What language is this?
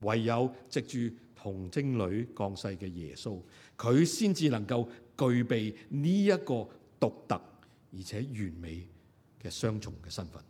Cantonese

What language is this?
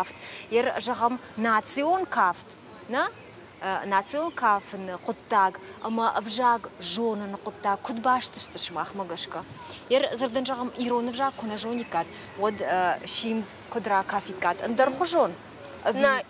Ossetic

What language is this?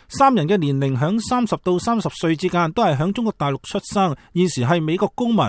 Cantonese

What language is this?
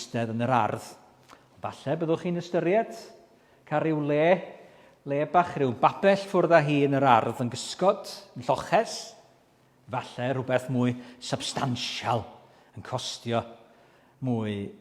Welsh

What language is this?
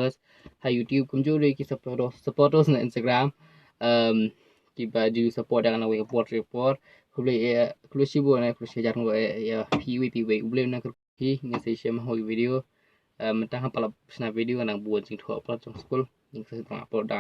Khasi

